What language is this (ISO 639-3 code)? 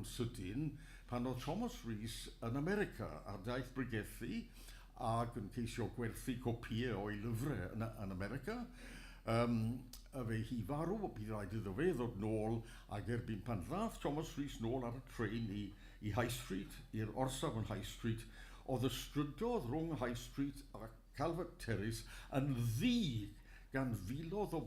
cym